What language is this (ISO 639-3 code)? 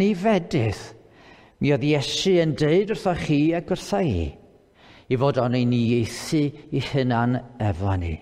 cym